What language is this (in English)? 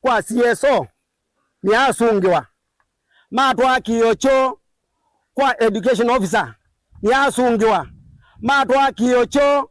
Kamba